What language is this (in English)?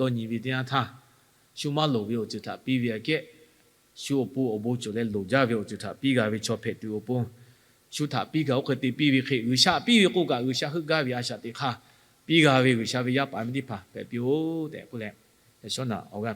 Lahu